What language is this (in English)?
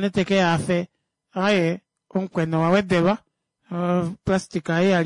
Kuanyama